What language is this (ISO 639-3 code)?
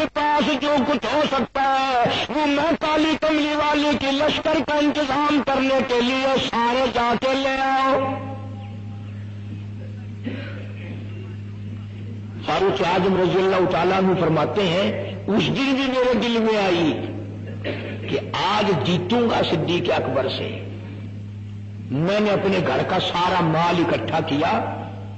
urd